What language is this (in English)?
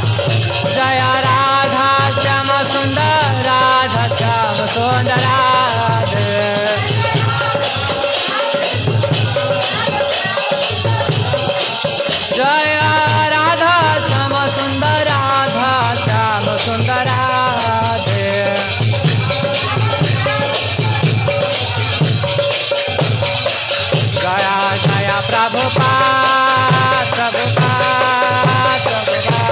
Odia